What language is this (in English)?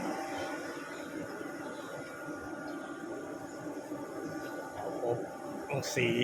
Lao